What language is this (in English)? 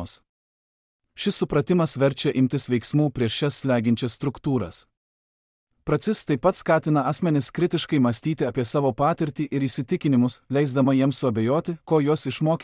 Lithuanian